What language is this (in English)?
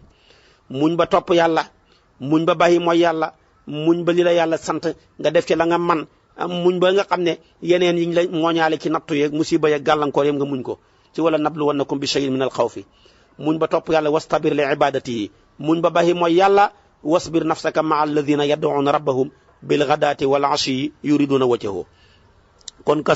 Wolof